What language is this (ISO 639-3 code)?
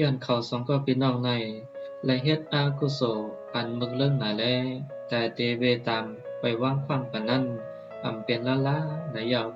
shn